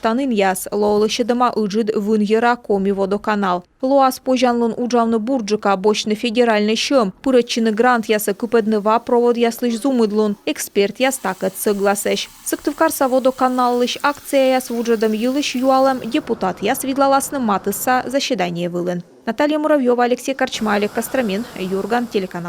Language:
Komi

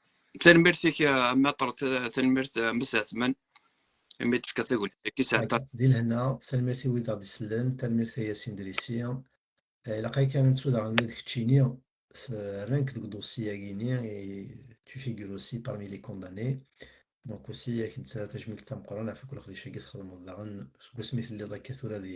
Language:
Kabyle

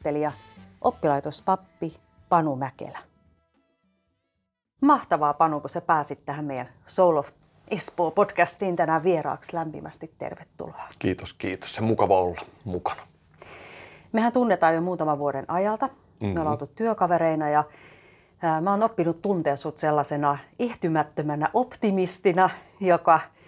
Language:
Finnish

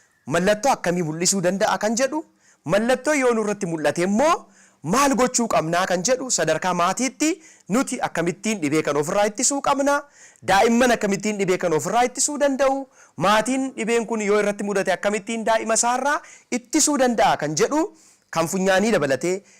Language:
Oromo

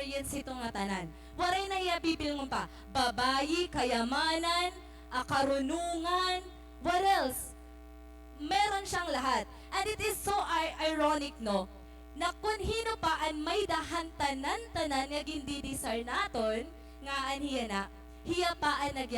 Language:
Waray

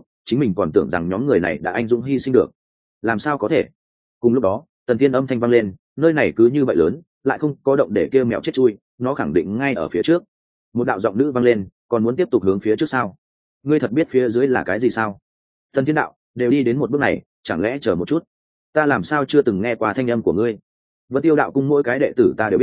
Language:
Vietnamese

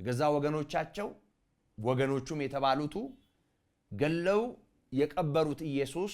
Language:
Amharic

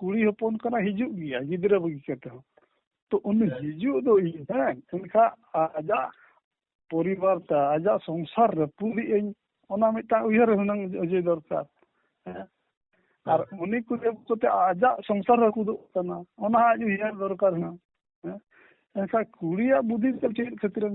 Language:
Santali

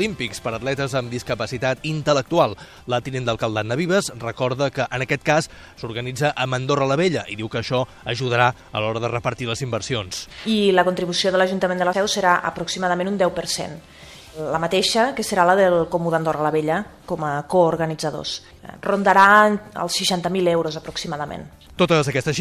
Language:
Catalan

